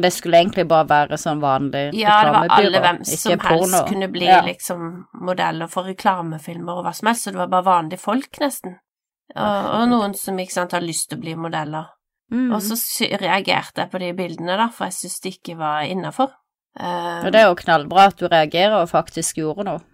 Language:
Norwegian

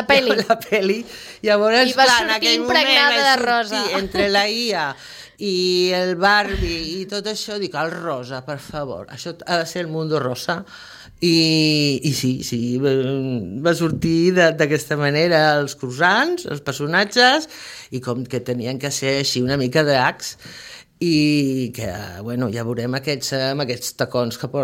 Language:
Catalan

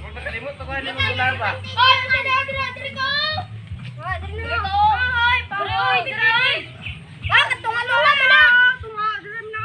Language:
Cebuano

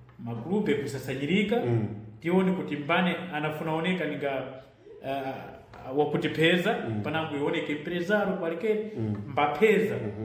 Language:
Sena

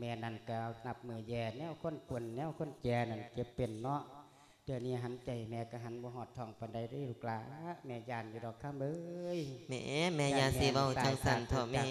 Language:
Lao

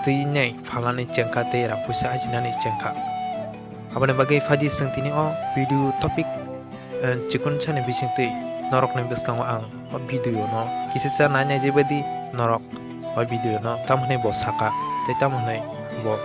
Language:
Kok Borok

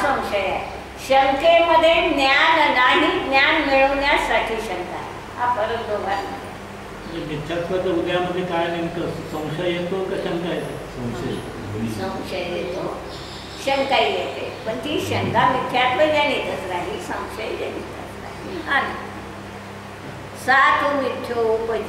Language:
Marathi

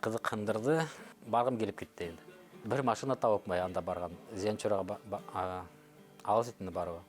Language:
Bashkir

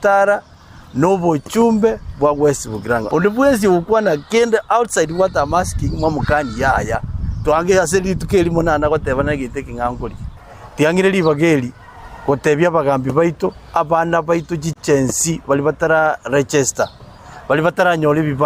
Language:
Gusii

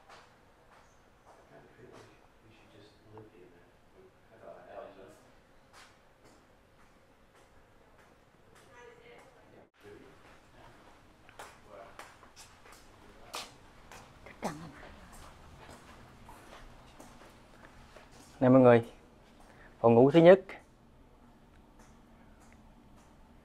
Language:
Vietnamese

